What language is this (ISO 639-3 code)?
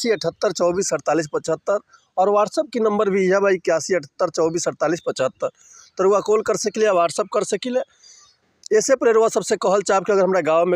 bho